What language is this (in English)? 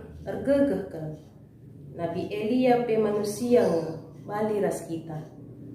Batak Karo